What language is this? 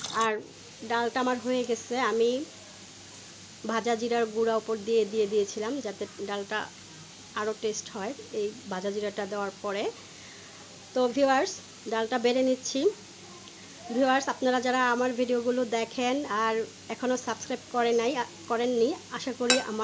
Bangla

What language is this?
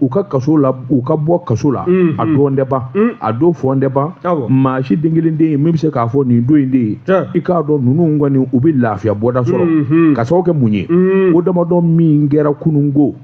Bambara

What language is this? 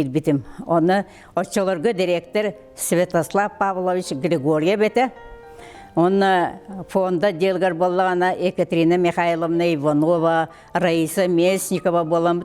Yakut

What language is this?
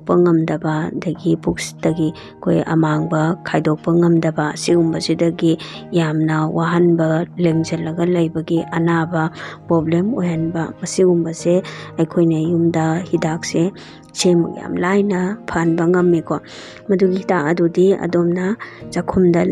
Manipuri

